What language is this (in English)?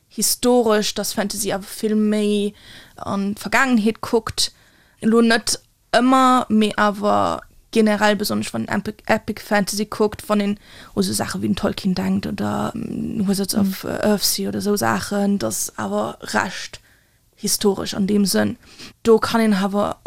Luxembourgish